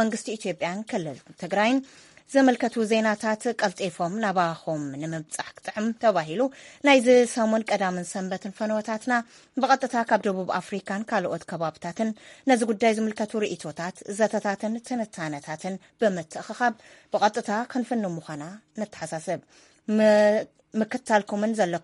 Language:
Tigrinya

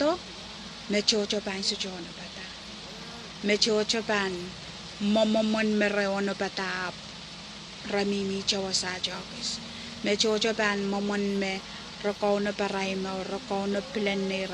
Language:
Pohnpeian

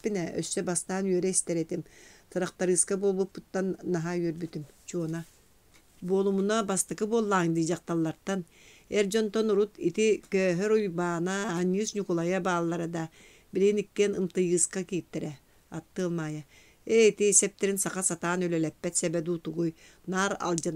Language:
Yakut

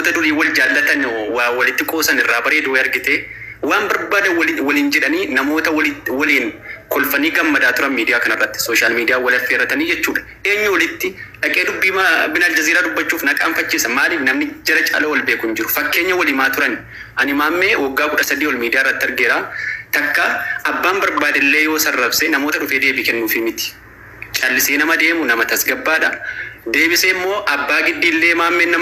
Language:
Oromo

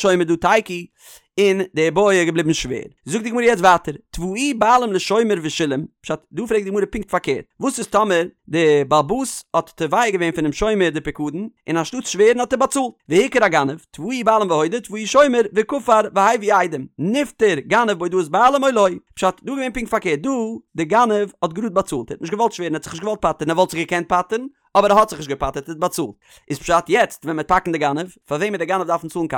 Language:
Yiddish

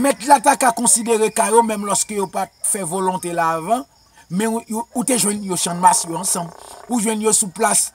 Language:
Haitian Creole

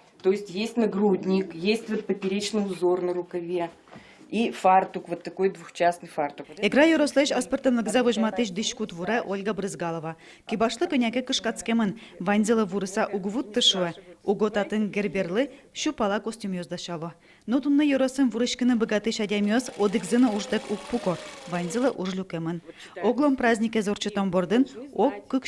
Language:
Udmurt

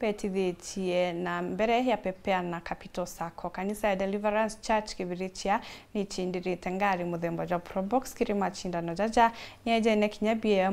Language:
Meru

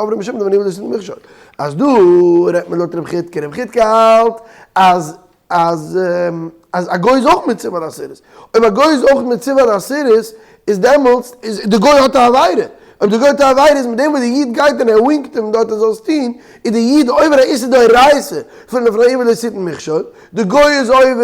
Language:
Yiddish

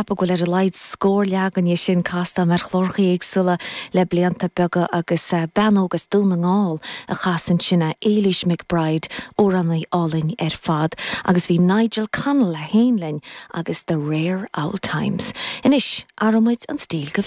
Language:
Irish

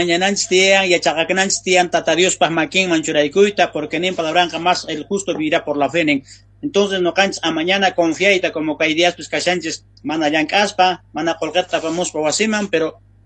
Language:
South Bolivian Quechua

